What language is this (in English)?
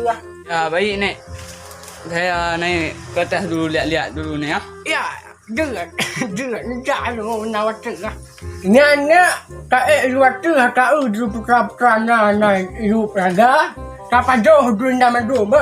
Achinese